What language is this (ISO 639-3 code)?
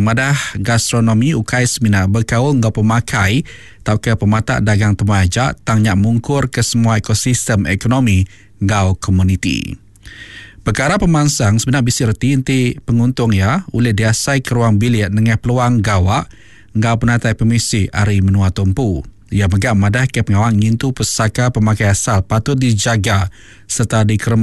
iba